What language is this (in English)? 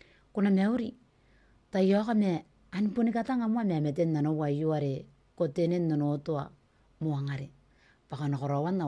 Gilbertese